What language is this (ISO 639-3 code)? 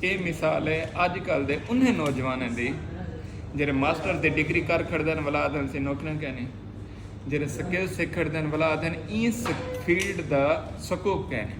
skr